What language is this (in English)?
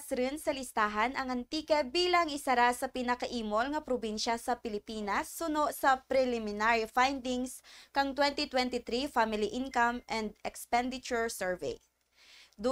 Kinaray-a